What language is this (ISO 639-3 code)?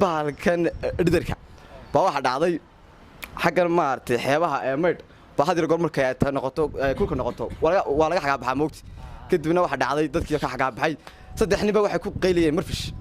som